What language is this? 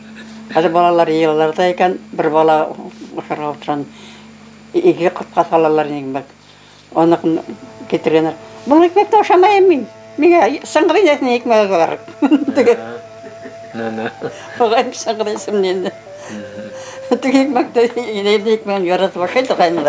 Bashkir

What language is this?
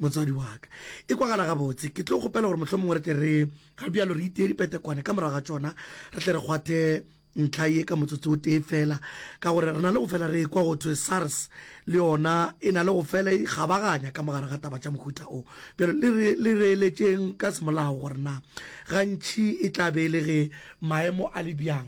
Northern Sotho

